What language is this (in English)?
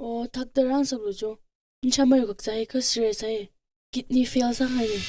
Tangkhul Naga (India)